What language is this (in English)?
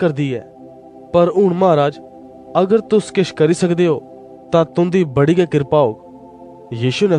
Dogri